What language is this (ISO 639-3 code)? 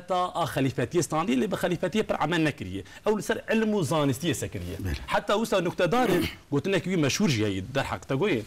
kur